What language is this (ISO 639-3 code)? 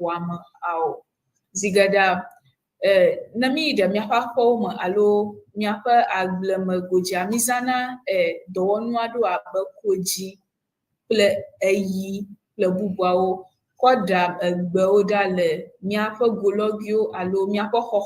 ewe